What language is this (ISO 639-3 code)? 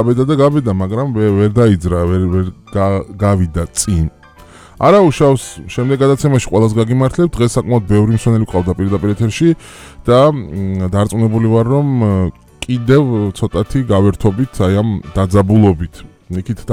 kat